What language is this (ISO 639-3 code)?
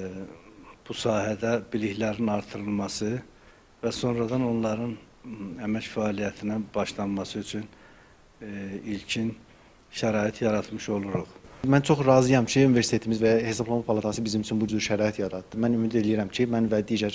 aze